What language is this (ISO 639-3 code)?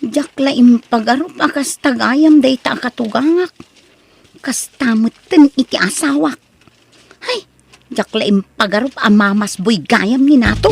ilo